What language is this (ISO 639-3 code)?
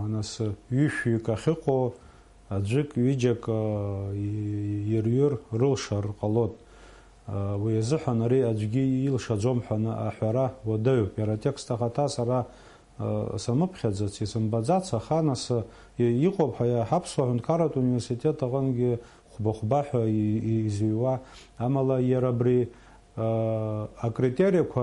abk